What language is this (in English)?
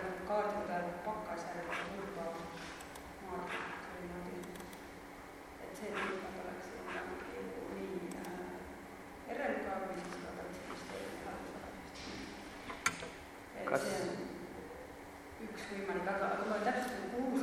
Estonian